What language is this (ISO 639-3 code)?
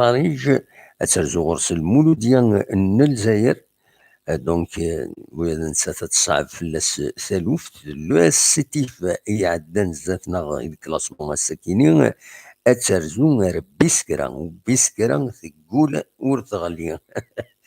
kab